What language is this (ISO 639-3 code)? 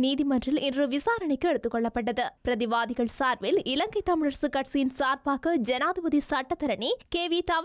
tam